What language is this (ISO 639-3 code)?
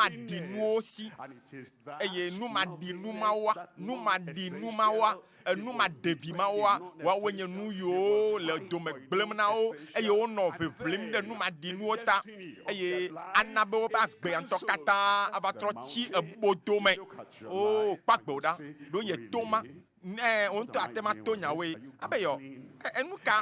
ewe